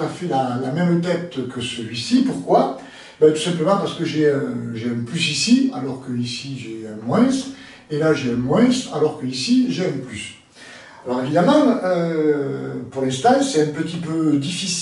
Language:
French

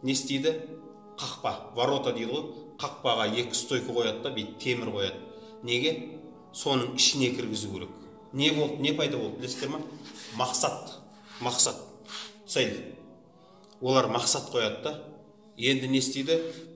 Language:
Kazakh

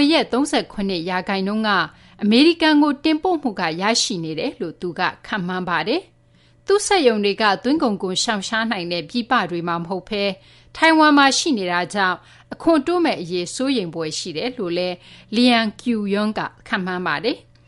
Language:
Burmese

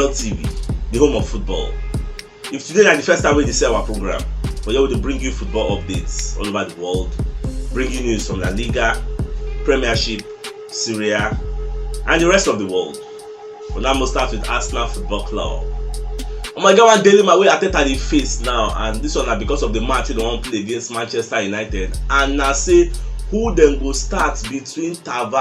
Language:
Nigerian Pidgin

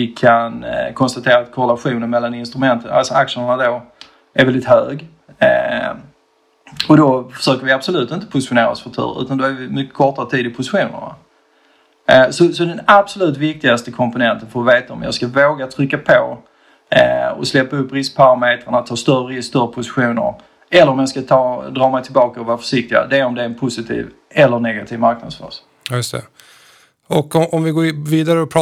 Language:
Swedish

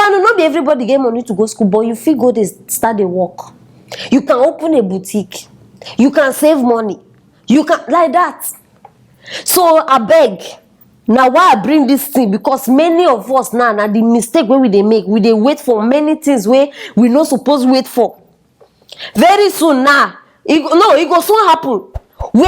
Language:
Nigerian Pidgin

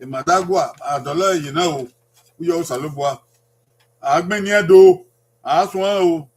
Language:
Bini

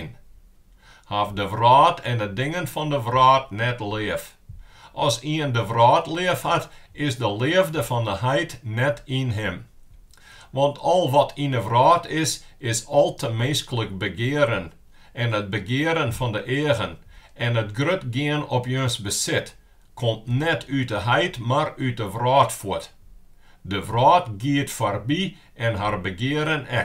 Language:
Western Frisian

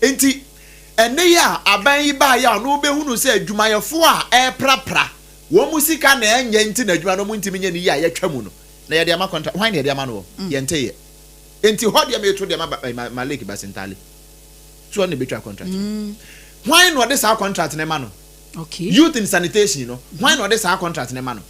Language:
Akan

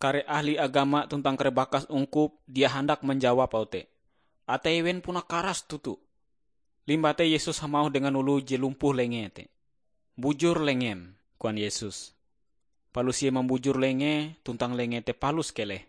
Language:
Ngaju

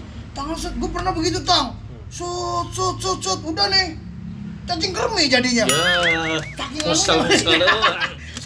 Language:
Betawi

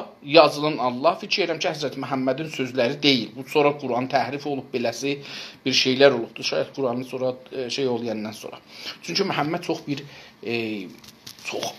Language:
South Azerbaijani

